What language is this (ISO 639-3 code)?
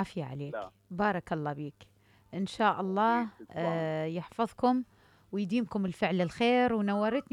acm